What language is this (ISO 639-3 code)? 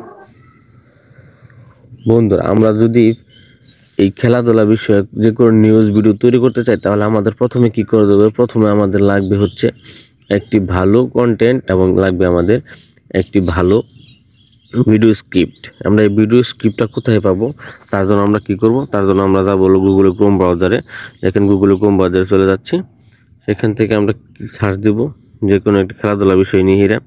ben